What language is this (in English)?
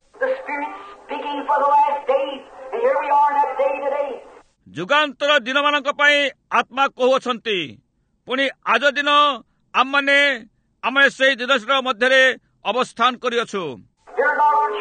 Odia